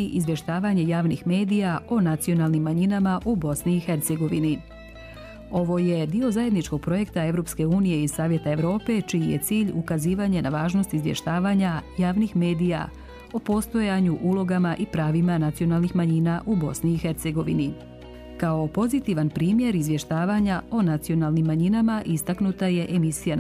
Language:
Bosnian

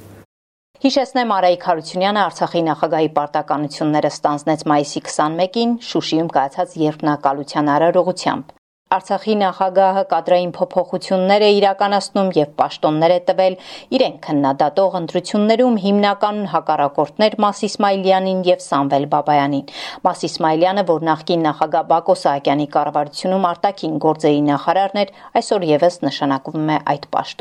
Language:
Armenian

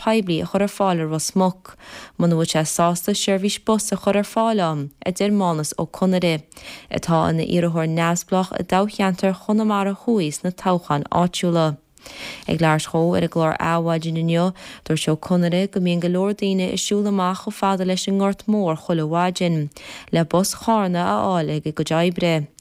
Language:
Irish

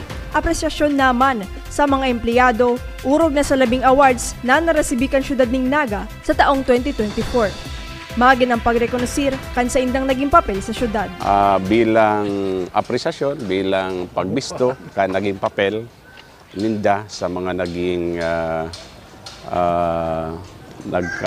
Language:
Bikol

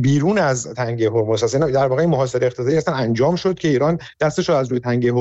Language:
Persian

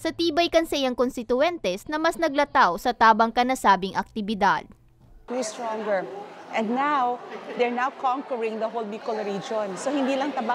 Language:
Bikol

